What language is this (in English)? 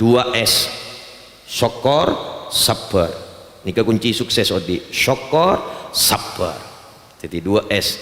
Madurese